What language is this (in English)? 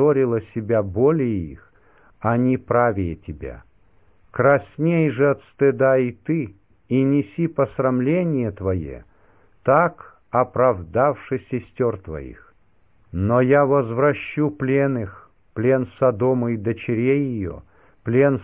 Russian